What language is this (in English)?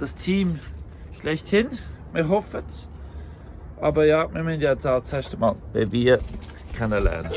Swiss German